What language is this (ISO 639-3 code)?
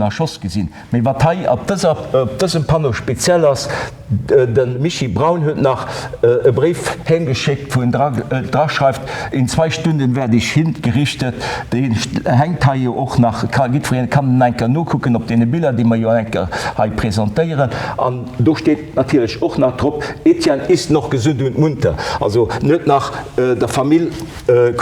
ltz